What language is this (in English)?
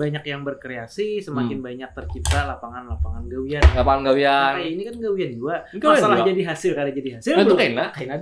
Banjar